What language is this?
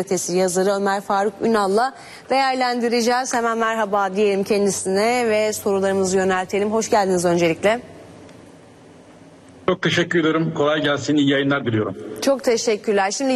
Turkish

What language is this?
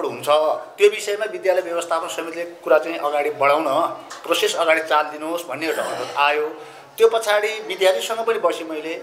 Nepali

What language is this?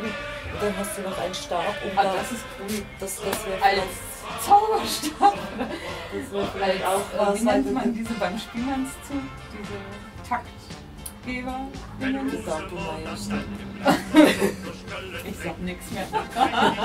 Swiss German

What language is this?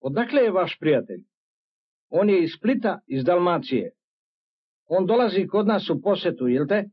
Serbian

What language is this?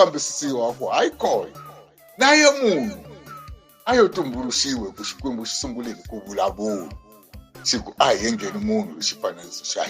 Tsonga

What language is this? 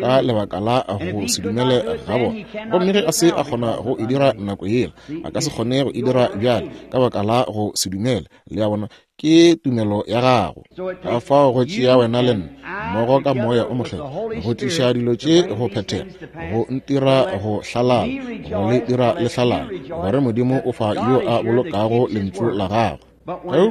Northern Sotho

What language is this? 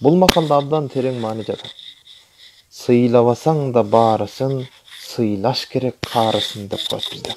Kyrgyz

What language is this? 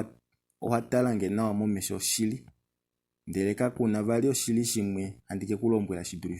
Kuanyama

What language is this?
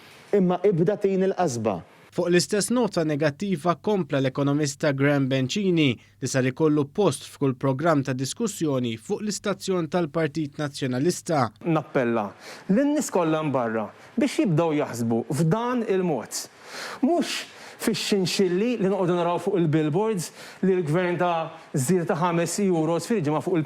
Maltese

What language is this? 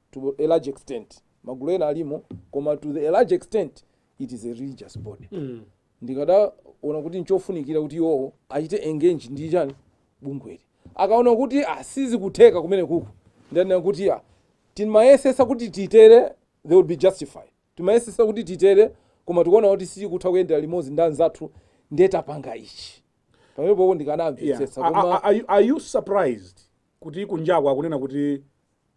Nyanja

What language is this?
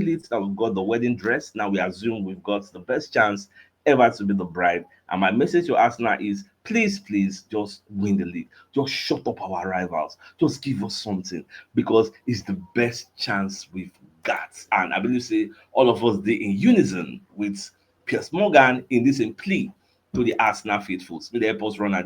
Nigerian Pidgin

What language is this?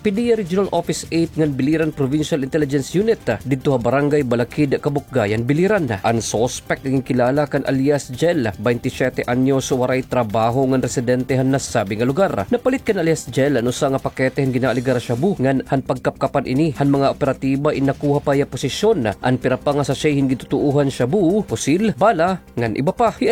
Waray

